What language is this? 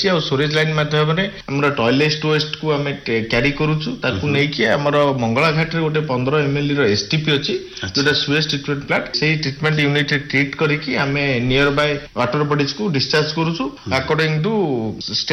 Odia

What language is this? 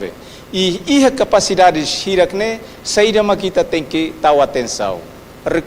Tetum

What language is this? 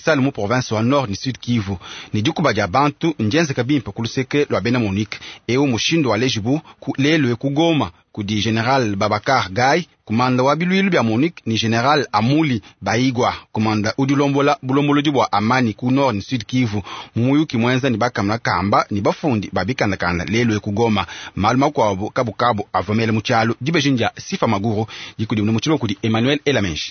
Luba-Lulua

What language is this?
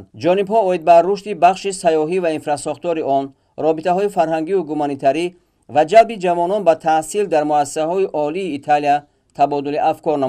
Tajik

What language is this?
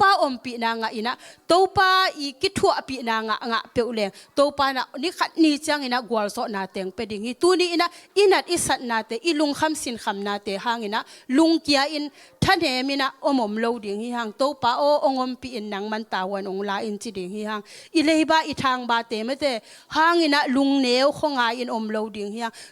Tedim Chin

